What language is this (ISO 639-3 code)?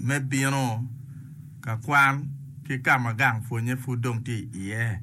ach